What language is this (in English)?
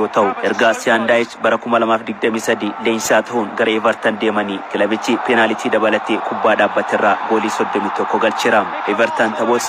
Oromo